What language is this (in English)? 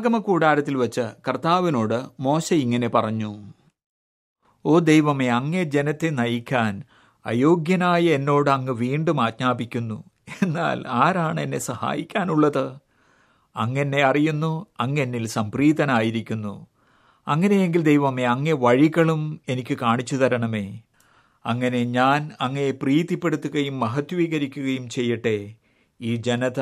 Malayalam